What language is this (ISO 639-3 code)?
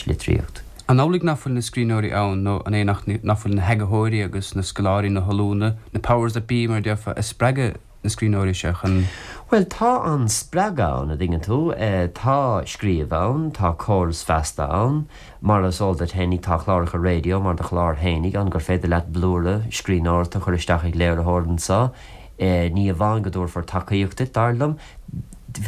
gle